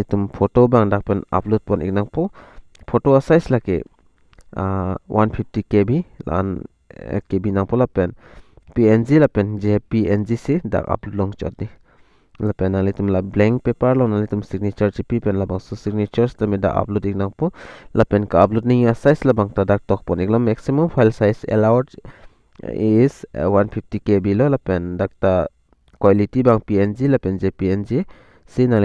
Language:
Karbi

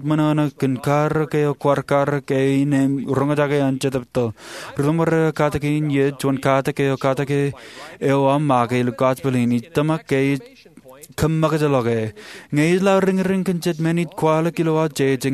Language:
Marshallese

